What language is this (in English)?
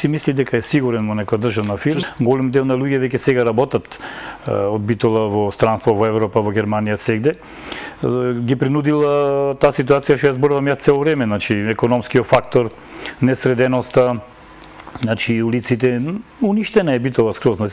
Macedonian